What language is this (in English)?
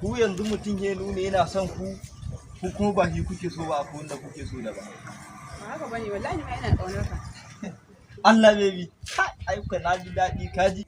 Hausa